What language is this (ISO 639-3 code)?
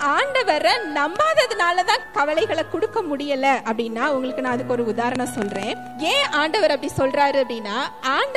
tam